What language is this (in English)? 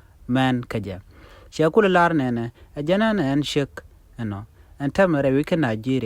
Nuer